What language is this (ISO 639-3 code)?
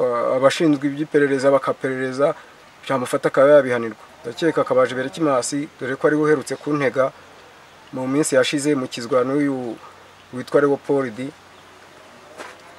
kin